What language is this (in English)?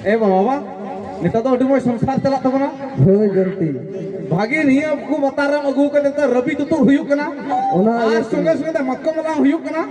Santali